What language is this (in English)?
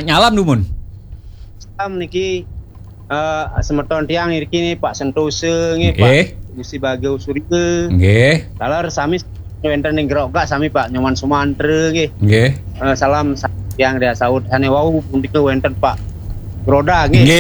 Balinese